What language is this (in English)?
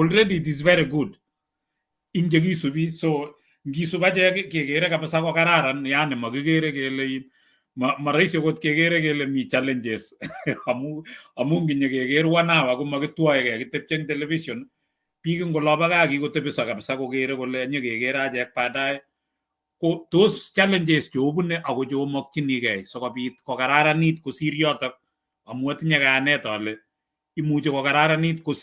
Kalenjin